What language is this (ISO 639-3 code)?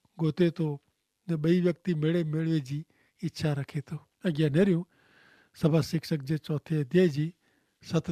kfr